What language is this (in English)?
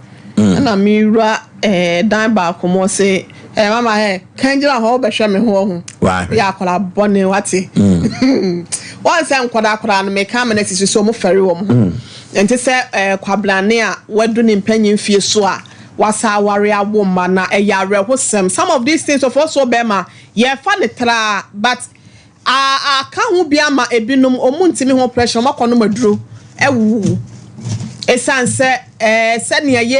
Akan